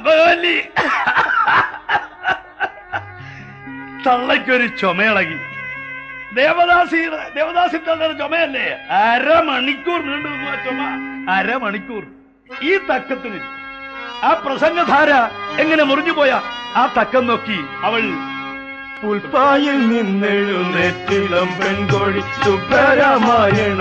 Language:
Malayalam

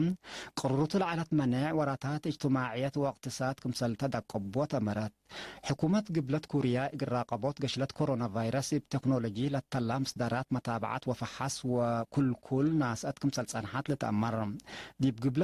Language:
Tigre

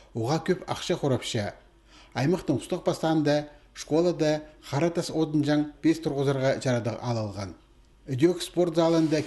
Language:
Khakas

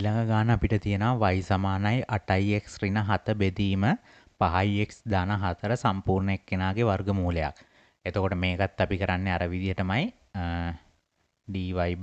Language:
Sinhala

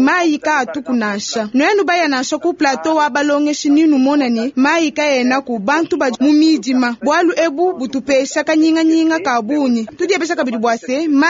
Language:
Luba-Lulua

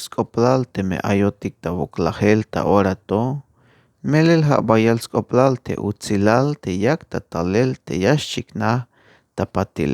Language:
Tzeltal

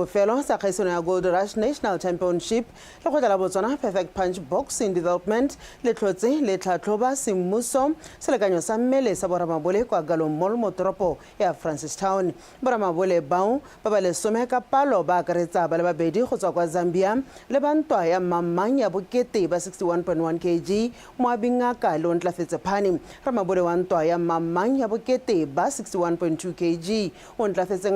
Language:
Tswana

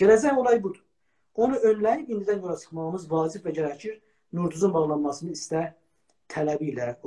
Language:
South Azerbaijani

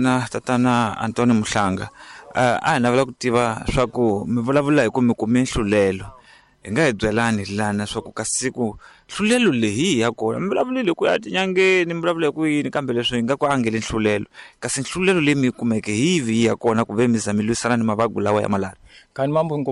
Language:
Tsonga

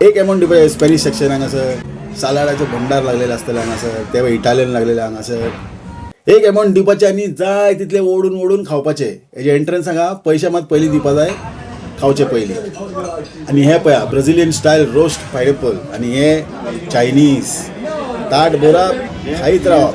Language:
Konkani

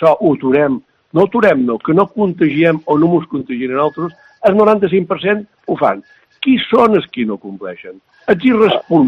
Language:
Catalan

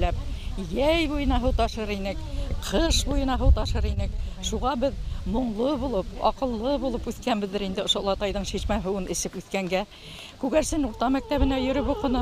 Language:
Bashkir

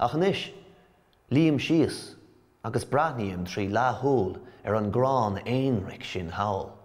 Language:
Irish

